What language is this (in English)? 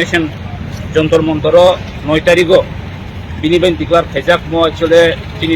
Kok Borok